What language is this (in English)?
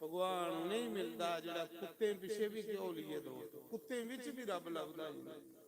Dogri